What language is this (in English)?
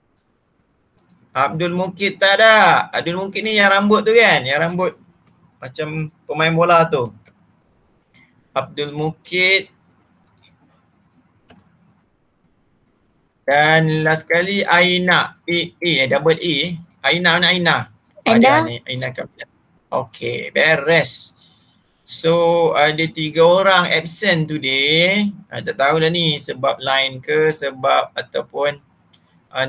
Malay